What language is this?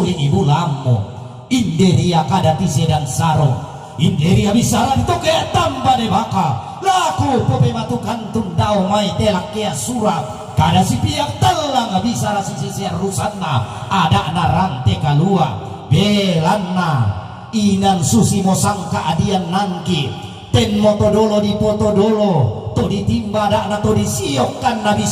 Toraja-Sa'dan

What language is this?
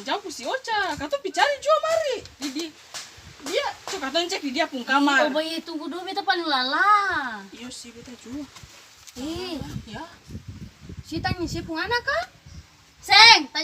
Ambonese Malay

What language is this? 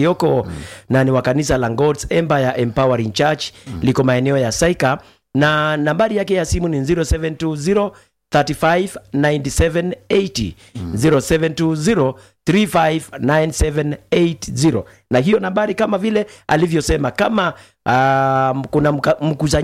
Swahili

